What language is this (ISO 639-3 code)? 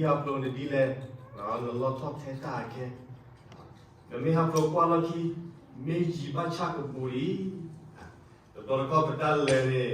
ksw